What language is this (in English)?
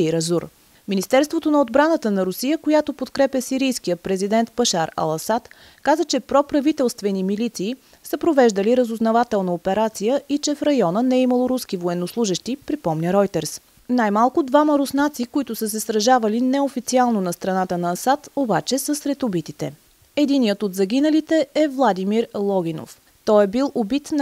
Bulgarian